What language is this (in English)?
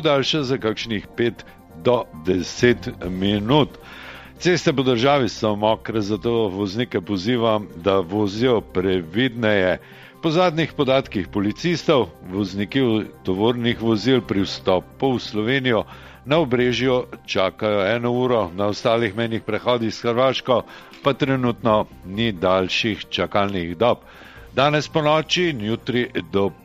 Slovenian